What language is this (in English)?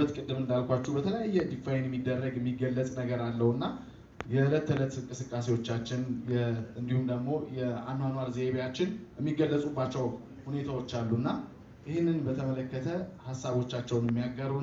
Amharic